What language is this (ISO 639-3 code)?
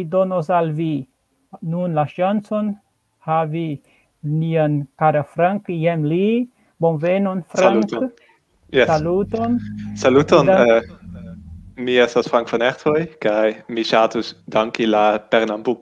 epo